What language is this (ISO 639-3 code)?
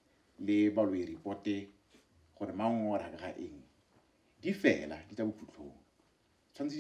tsn